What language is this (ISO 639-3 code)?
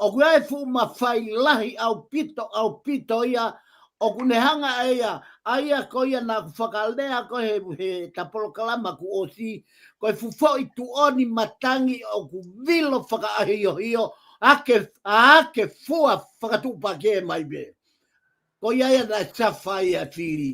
ton